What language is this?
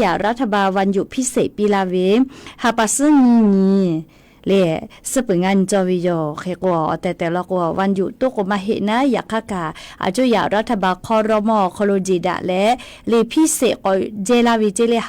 Lahu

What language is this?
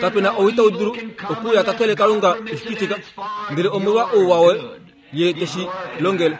Kuanyama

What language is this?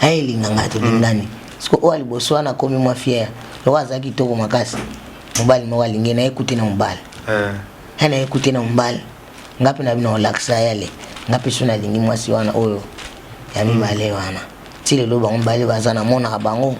Lingala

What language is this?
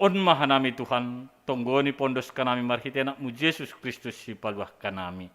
Batak Simalungun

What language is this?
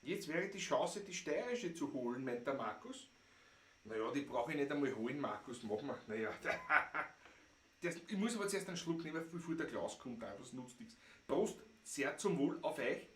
Bavarian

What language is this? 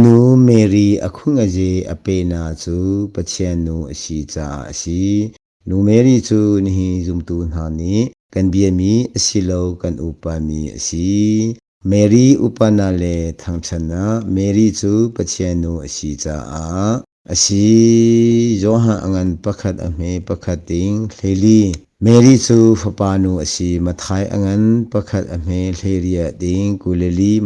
Hakha Chin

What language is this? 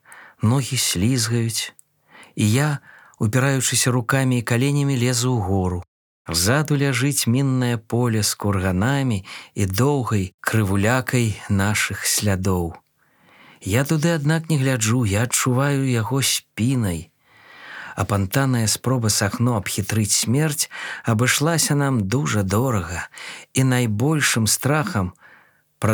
Belarusian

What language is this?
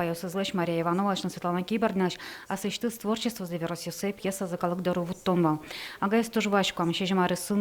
Udmurt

